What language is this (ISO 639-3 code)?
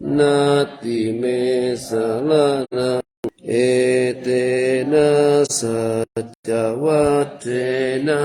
pli